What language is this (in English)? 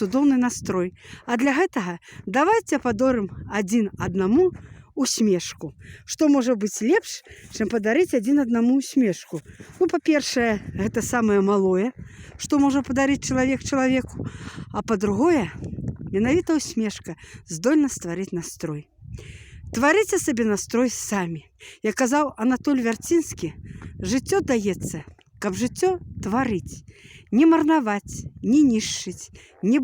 Belarusian